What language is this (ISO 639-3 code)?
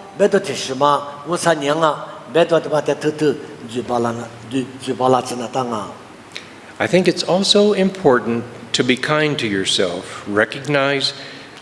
lis